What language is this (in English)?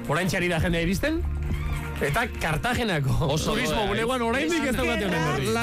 Basque